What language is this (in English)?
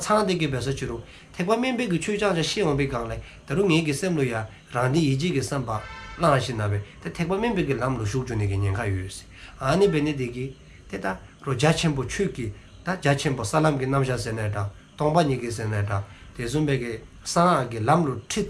Dzongkha